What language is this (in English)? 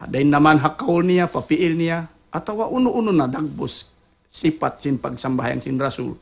Tausug